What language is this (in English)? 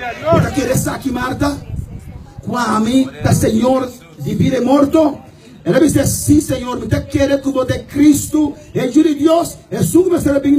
Papiamento